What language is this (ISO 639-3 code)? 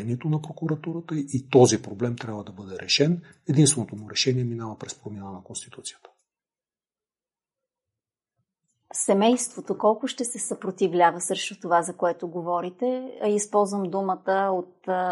bul